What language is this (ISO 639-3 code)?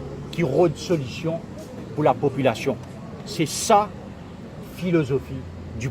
mfe